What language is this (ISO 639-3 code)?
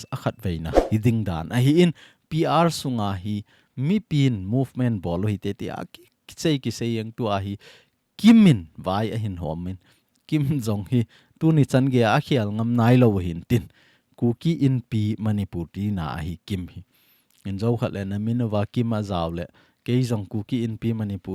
tcz